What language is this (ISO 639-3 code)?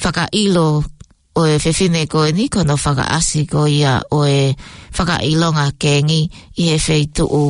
ton